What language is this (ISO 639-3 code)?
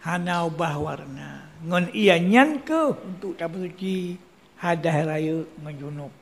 ace